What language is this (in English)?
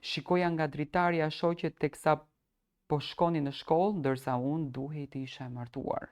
Albanian